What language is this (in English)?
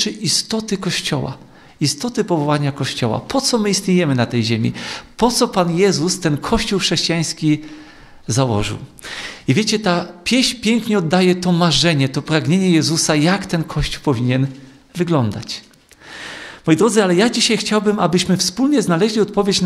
Polish